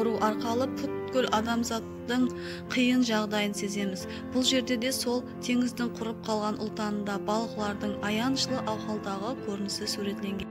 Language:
Kara-Kalpak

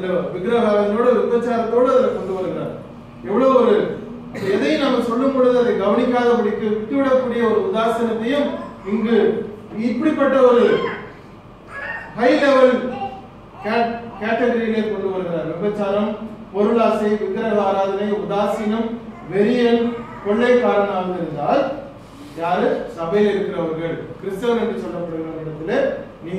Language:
Tamil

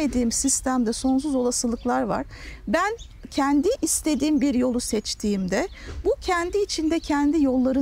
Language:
Turkish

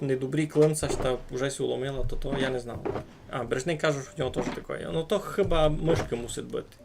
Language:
Rusyn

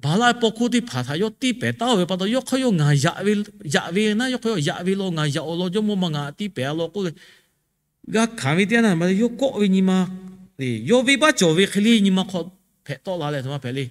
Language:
Lahu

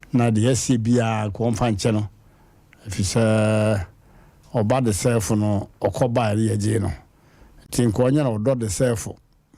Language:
Akan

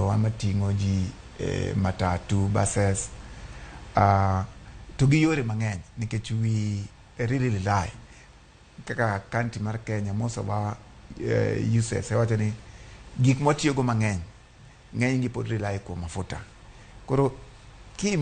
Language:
Luo (Kenya and Tanzania)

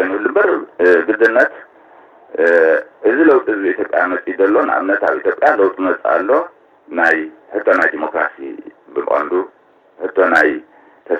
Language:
Tigrinya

